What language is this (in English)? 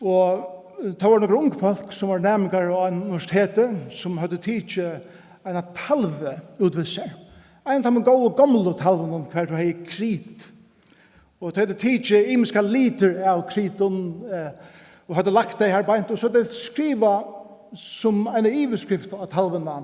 Faroese